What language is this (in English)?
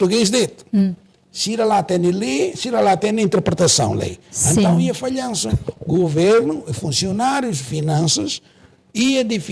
Tetum